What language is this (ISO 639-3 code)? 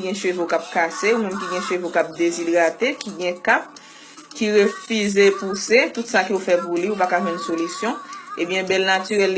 hat